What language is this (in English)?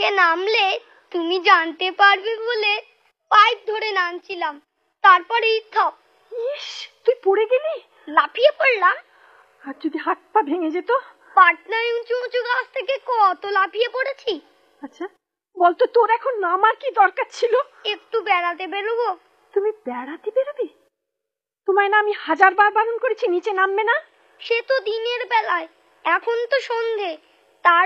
Bangla